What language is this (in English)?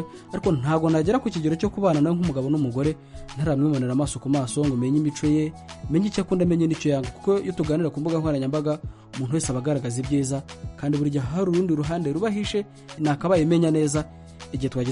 Kinyarwanda